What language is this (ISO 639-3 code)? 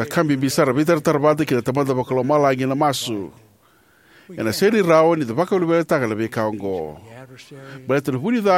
fij